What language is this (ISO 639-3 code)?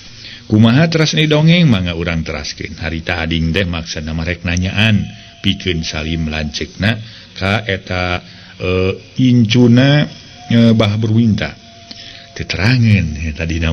sun